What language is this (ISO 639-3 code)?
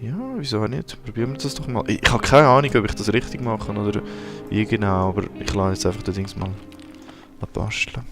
gsw